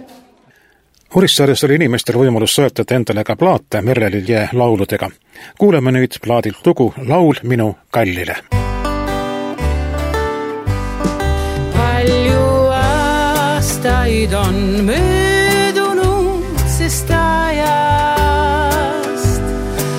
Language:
Estonian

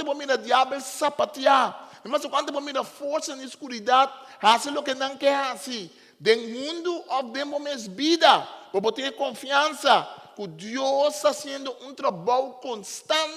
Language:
Papiamento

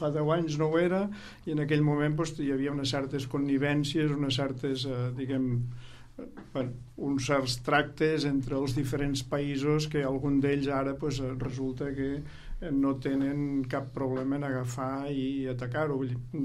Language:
Catalan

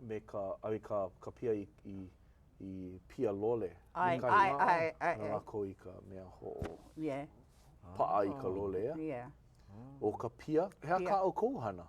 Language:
Hawaiian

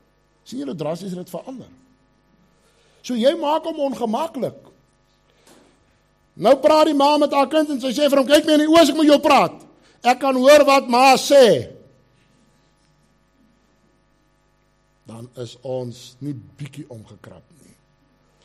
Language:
Afrikaans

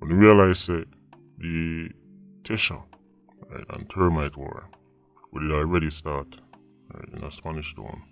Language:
Jamaican Creole English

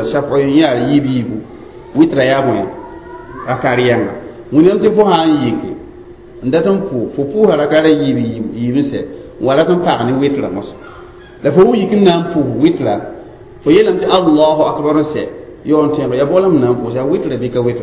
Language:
Mossi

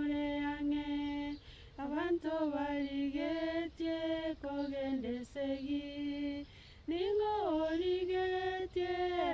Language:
Gusii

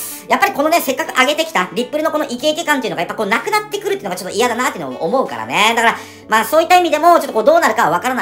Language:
Japanese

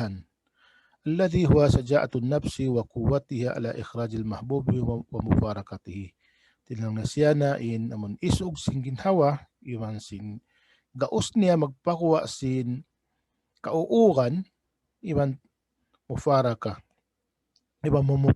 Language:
Tausug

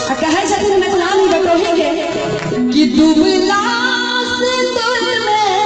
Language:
Maithili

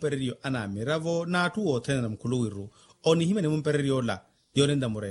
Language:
Makhuwa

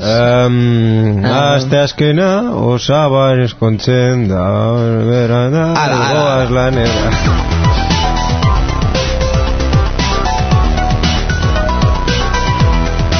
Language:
Basque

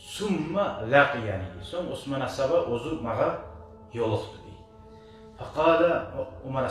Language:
Kumyk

